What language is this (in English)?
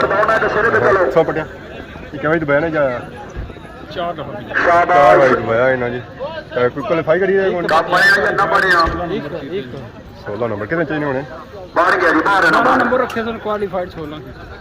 Pahari-Potwari